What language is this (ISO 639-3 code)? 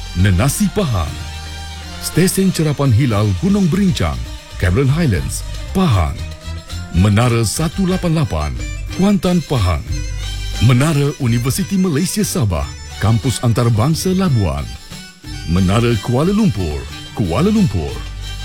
msa